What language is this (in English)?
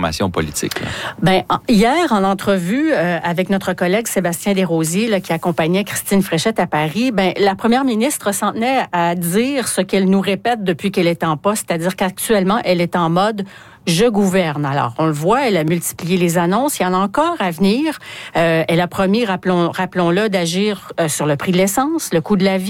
French